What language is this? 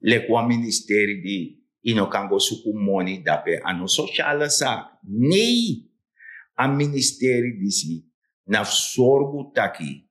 Sranan Tongo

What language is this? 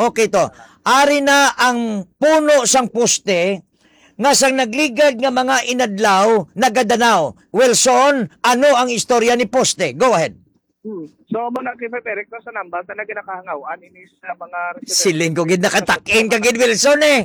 Hiligaynon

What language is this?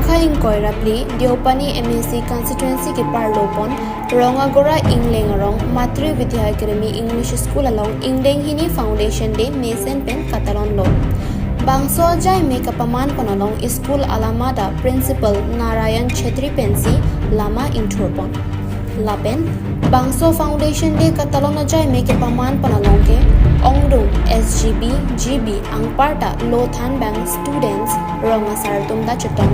Karbi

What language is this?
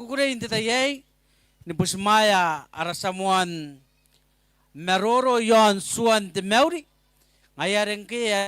Gilbertese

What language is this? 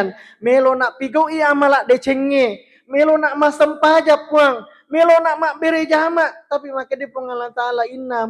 Buginese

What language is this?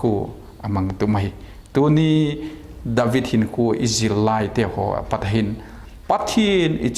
Vaiphei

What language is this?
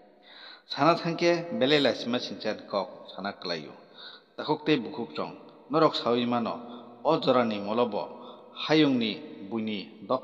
Kok Borok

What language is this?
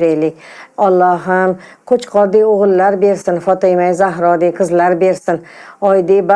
Uzbek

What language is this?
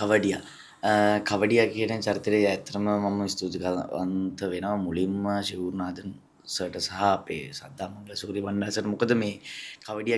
Sinhala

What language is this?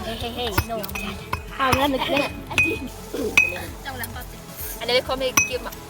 Tangkhul Naga (India)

